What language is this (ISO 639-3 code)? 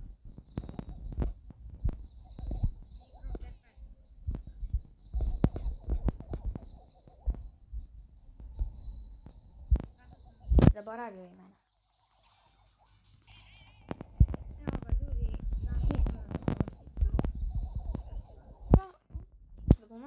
hrv